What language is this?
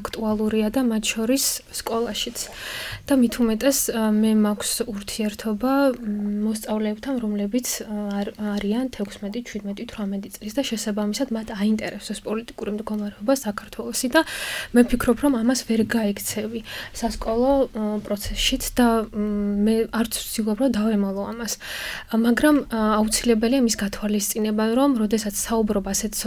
Georgian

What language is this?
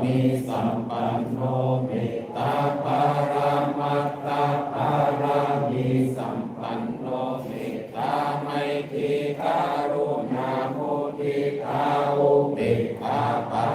Pali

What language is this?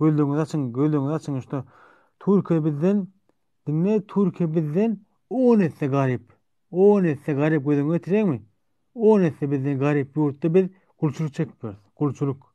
Turkmen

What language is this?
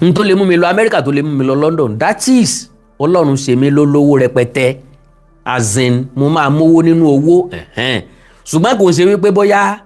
Yoruba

